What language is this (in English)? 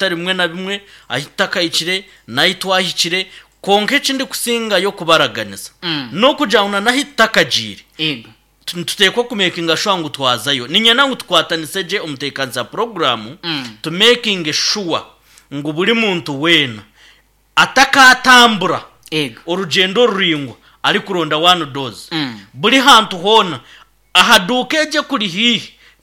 Nyankole